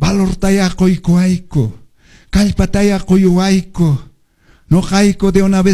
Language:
Quechua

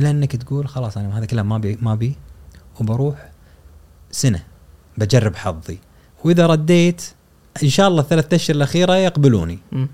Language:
Gulf Arabic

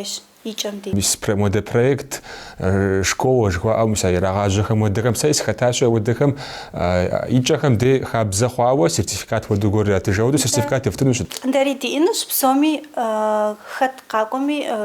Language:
Kabardian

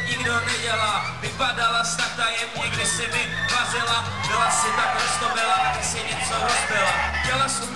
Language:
Czech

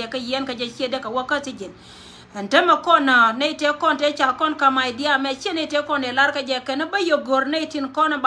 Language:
Nuer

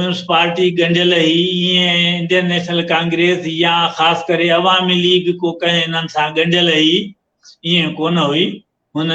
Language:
Sindhi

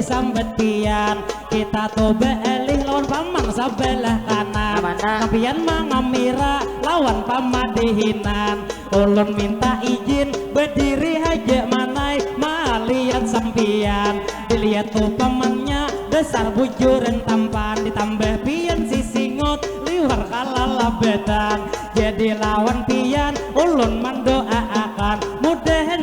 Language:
Banjar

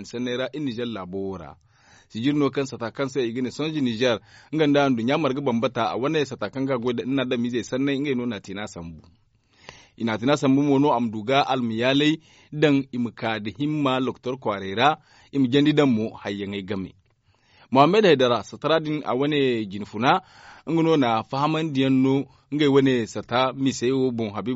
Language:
Zarma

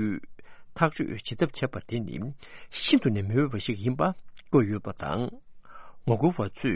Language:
Tibetan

